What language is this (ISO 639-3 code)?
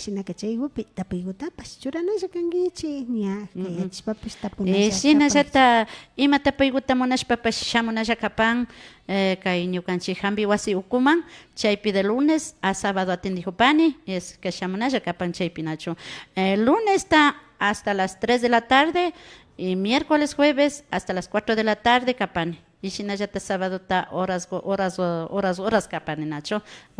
qvi